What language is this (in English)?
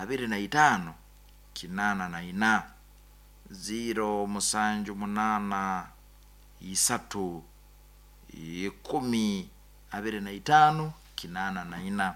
Nyoro